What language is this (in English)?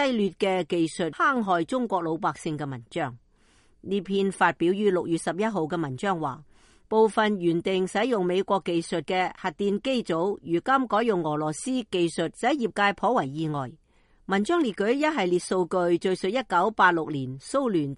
Cantonese